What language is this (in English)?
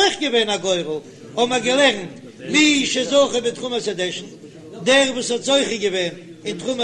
Yiddish